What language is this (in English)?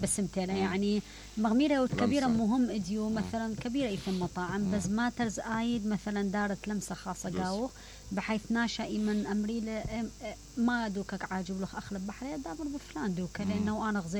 Mesopotamian Arabic